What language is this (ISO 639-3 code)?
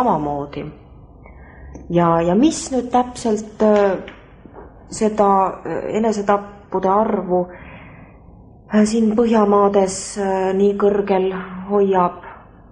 est